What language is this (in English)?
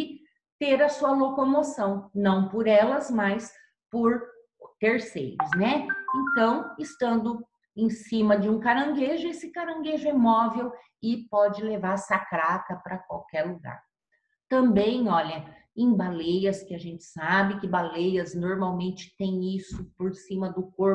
Portuguese